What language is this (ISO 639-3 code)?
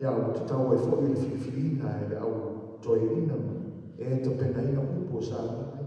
smo